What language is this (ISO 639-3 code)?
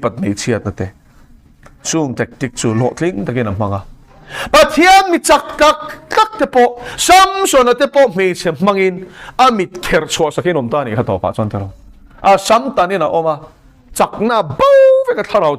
lus